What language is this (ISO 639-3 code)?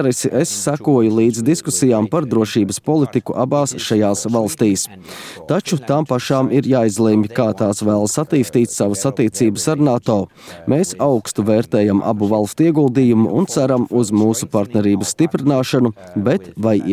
lav